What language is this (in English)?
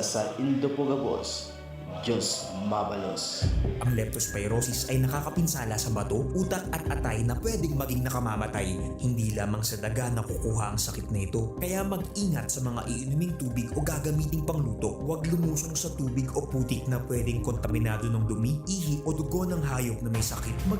Bikol